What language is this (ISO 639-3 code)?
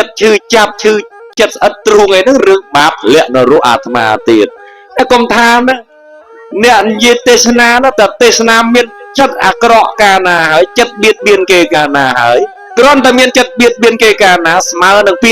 khm